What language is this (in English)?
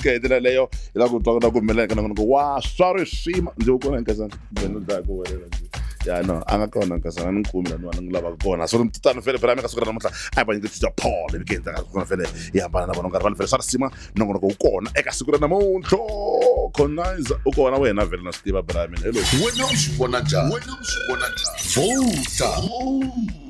Tsonga